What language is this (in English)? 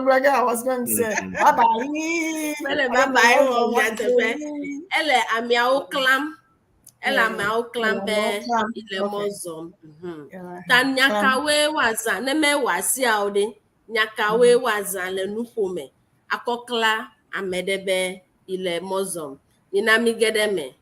Ewe